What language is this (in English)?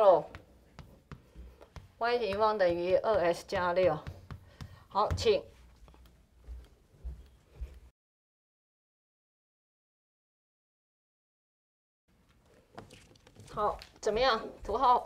Chinese